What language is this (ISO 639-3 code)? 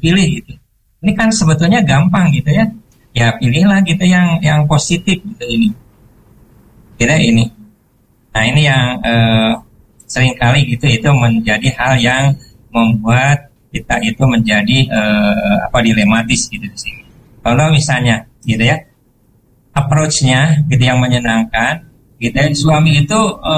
ind